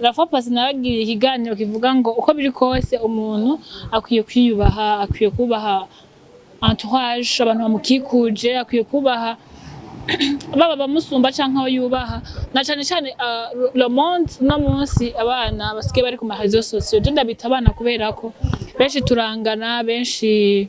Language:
Rundi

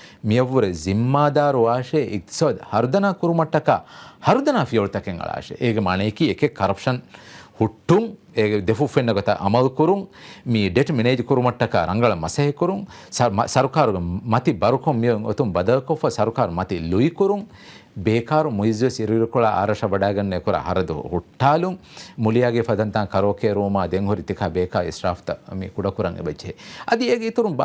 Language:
Divehi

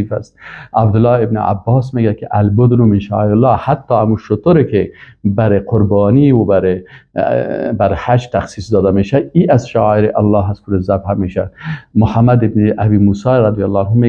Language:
Persian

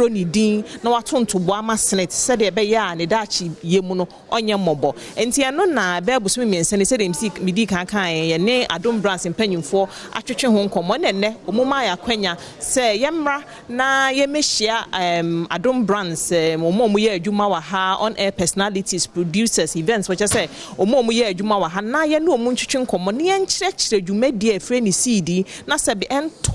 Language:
Akan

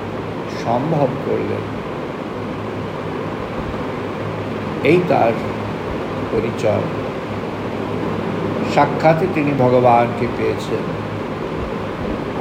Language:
Bangla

